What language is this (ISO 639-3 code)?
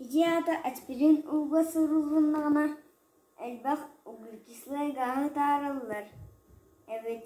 sah